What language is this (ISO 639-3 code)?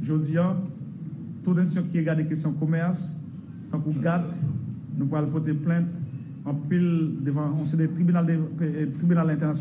hat